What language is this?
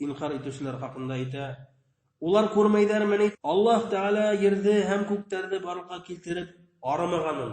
Bashkir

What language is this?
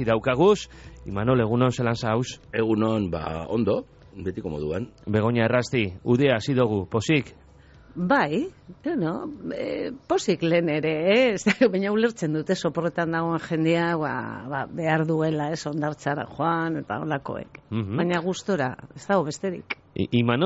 Basque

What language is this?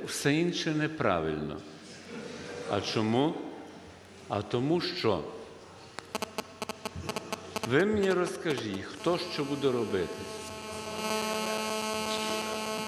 Ukrainian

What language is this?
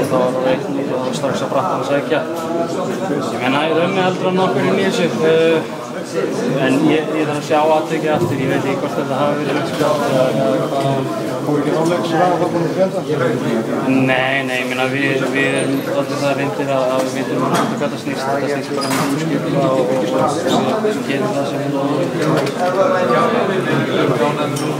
Icelandic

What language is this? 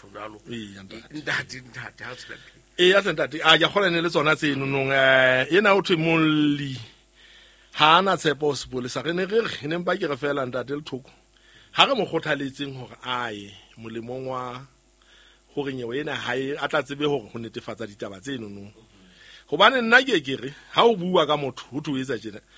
Southern Sotho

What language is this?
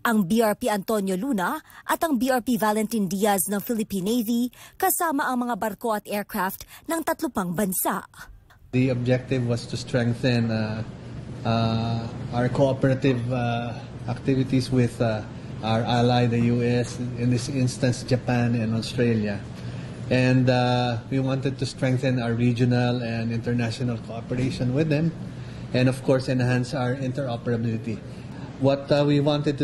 Filipino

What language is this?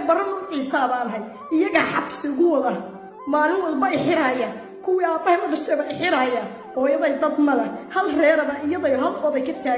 Somali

